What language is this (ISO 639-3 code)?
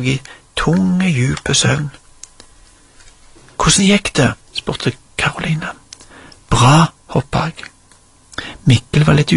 nor